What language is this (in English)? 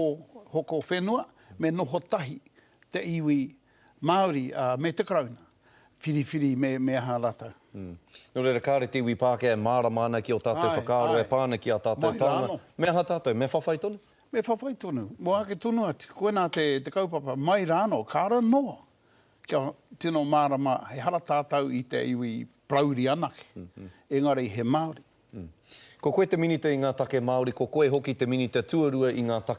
Māori